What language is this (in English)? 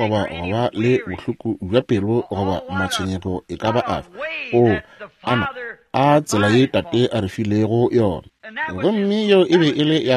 Northern Sotho